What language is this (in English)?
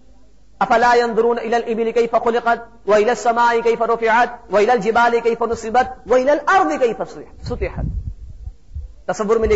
Urdu